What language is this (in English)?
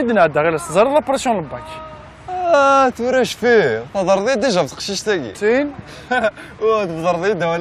Kabyle